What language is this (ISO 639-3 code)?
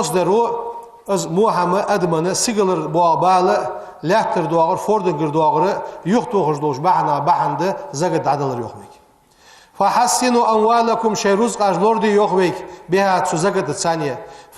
inh